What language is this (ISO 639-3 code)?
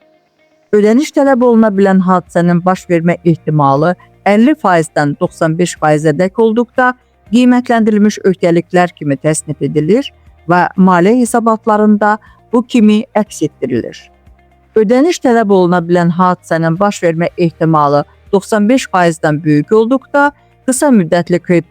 aze